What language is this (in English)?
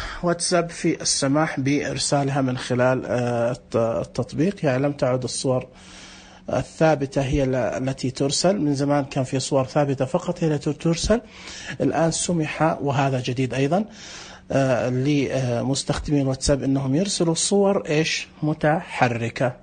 Najdi Arabic